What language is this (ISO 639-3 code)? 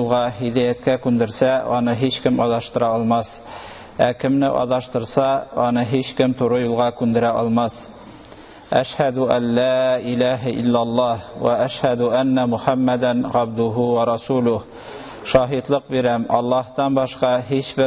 tat